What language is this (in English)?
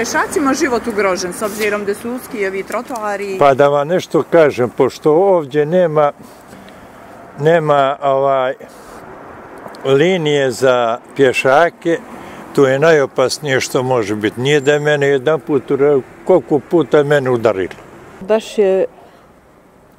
Bosnian